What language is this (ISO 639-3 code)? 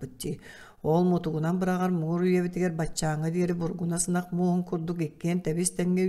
sah